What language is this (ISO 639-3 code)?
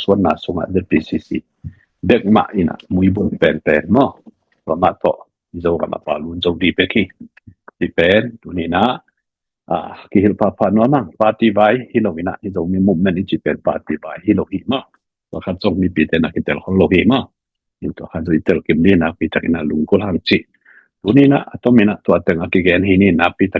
ctd